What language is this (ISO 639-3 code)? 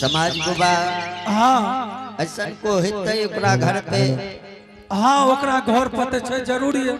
anp